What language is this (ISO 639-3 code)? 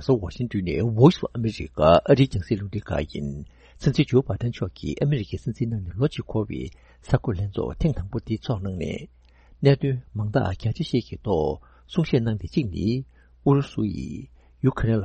bod